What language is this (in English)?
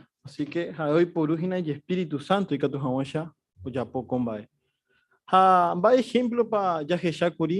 Guarani